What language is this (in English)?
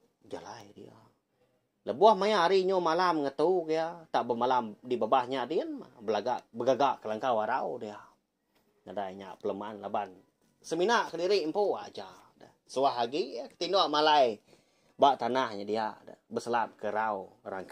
Iban